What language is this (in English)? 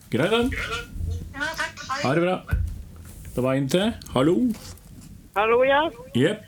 Norwegian